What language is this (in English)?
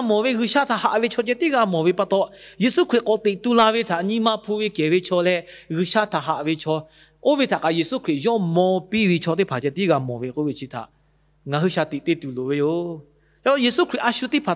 Lahu